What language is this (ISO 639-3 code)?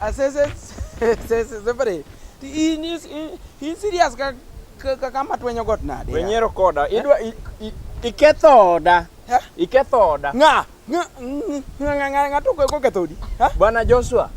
luo